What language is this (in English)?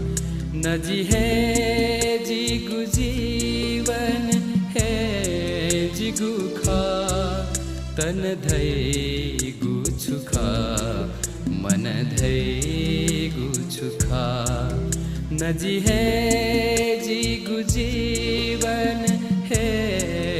Newari